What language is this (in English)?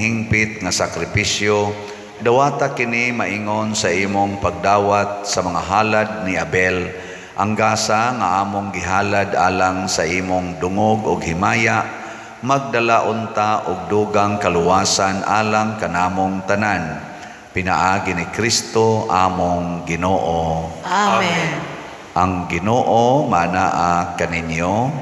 Cebuano